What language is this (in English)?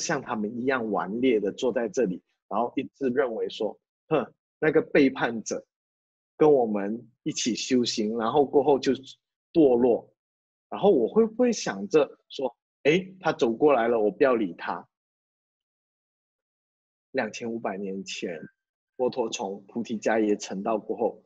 Chinese